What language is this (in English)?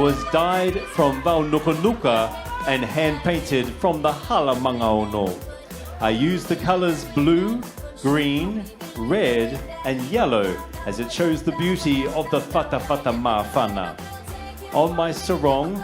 Tongan